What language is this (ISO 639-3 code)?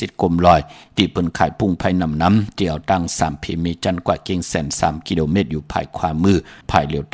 shn